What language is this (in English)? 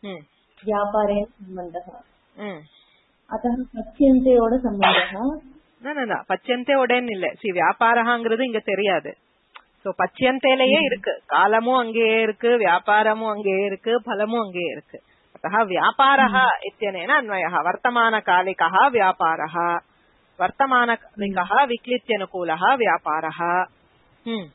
Sanskrit